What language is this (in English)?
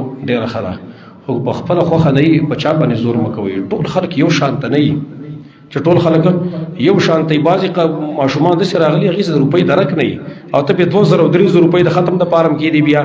Pashto